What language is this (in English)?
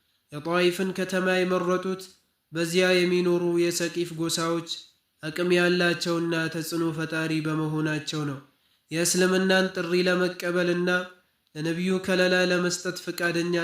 Amharic